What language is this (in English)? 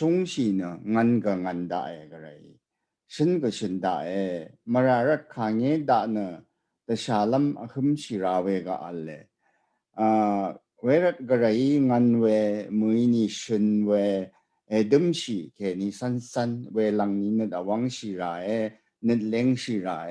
Rawang